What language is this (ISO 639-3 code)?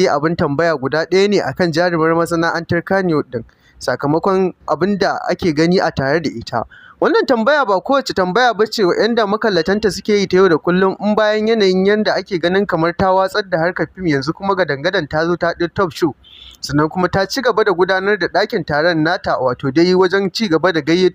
hau